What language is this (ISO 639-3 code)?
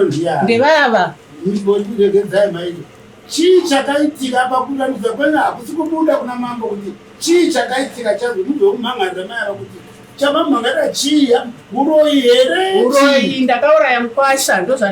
sna